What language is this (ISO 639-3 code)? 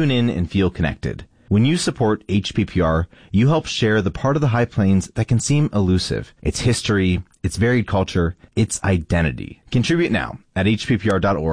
eng